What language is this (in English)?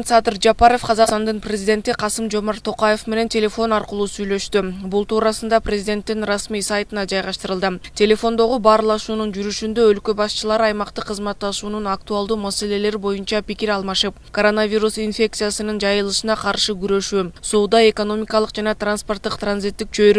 Kyrgyz